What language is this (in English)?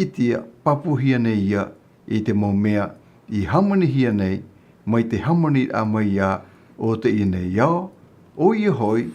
Tahitian